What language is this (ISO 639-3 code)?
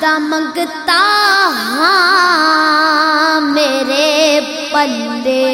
skr